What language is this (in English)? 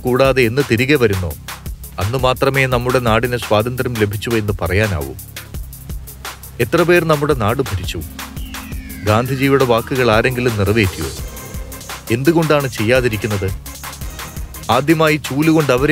Malayalam